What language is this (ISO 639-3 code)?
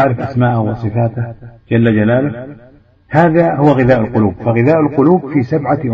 ara